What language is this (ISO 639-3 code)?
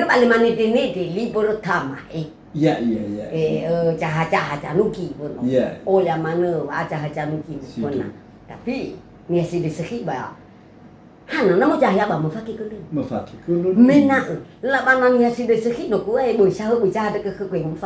nia